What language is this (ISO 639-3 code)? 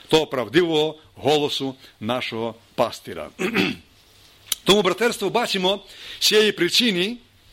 ukr